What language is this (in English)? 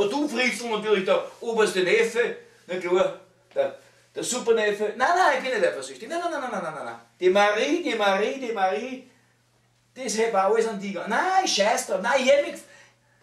Bavarian